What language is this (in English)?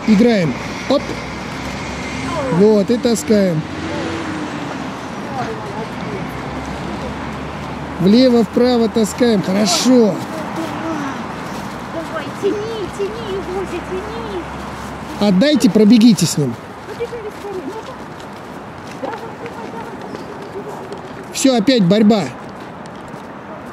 Russian